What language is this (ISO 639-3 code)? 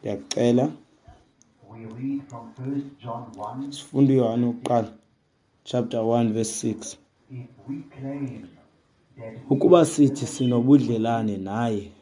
xho